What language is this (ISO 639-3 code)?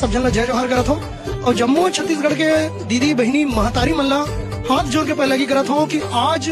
hne